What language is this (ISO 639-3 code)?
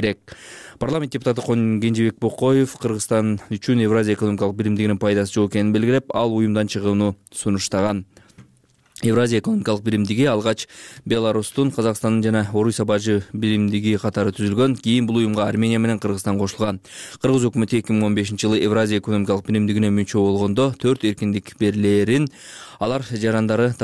kir